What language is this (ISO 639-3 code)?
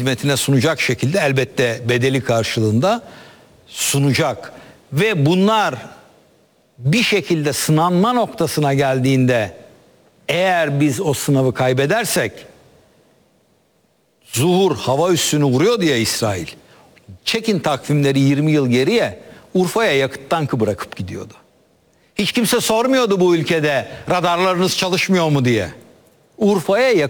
tur